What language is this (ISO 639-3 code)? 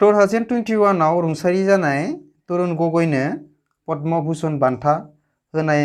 brx